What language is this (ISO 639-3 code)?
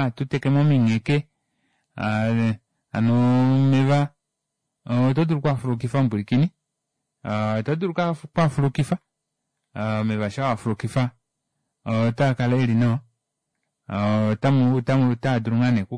kua